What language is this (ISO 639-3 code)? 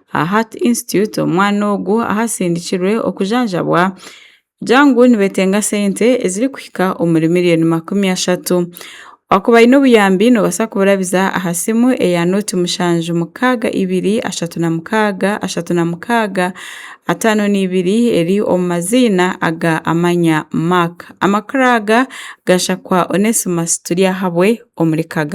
nyn